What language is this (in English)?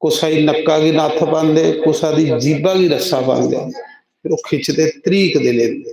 Dogri